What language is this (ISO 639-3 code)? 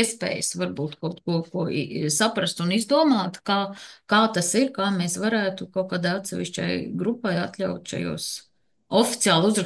lav